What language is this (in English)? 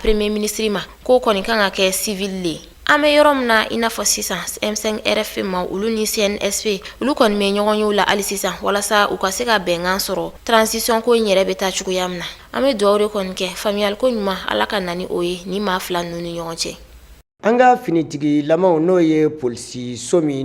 Bambara